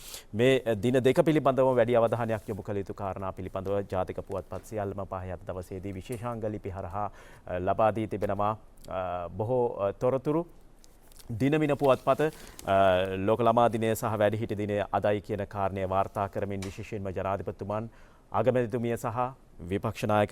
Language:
Sinhala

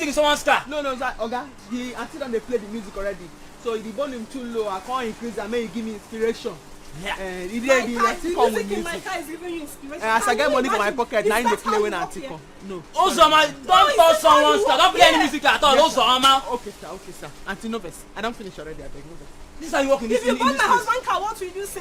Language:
Nigerian Pidgin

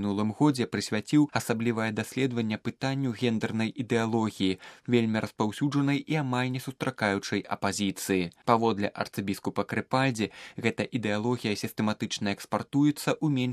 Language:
Belarusian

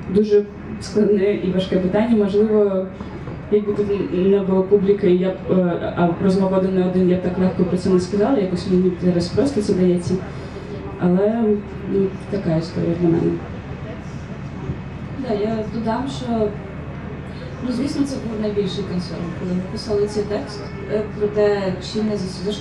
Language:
Ukrainian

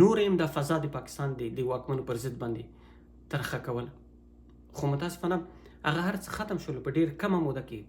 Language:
Pashto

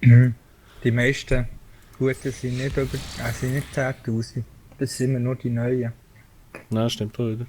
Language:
Swiss German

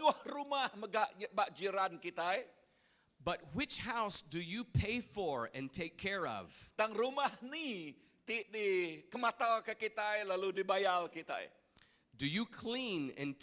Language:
Iban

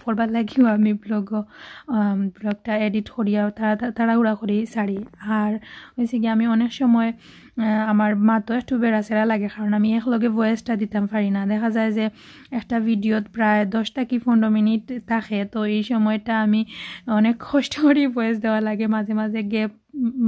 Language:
Sylheti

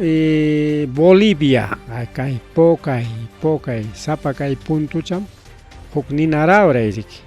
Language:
Ayacucho Quechua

